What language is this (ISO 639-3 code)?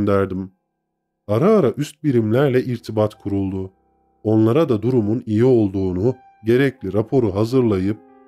tur